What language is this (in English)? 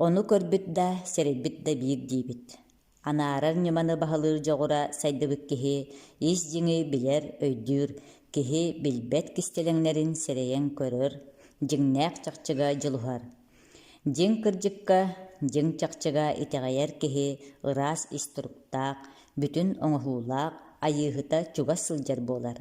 Yakut